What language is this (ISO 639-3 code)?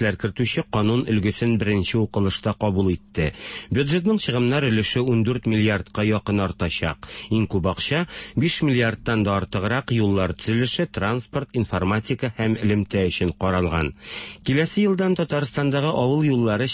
tat